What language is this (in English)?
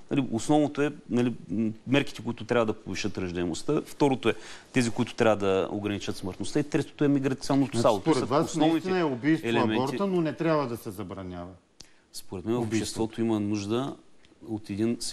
Bulgarian